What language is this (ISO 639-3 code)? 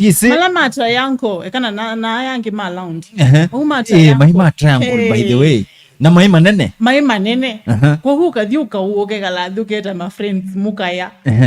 kam